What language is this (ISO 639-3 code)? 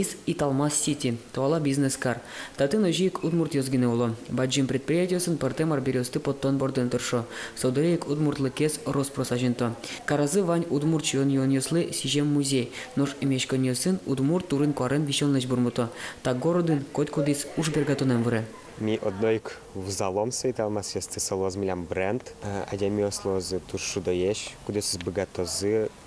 udm